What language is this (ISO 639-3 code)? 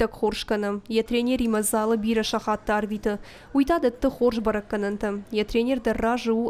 oss